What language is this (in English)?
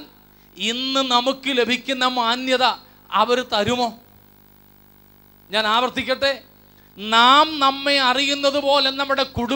Malayalam